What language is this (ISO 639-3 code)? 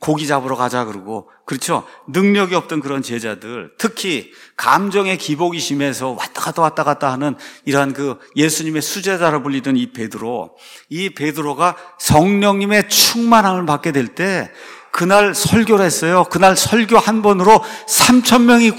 kor